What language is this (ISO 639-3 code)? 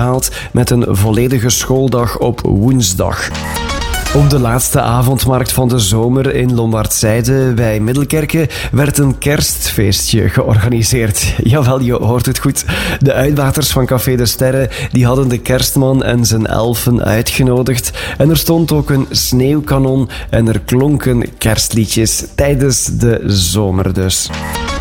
nld